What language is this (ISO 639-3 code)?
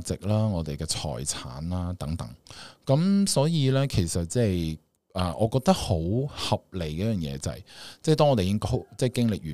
yue